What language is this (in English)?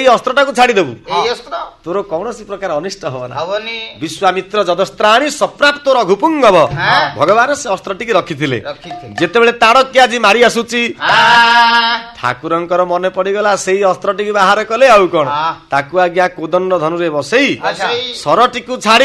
Odia